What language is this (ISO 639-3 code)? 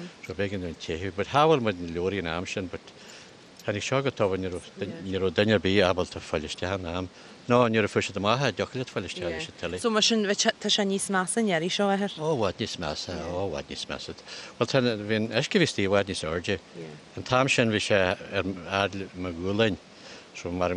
gle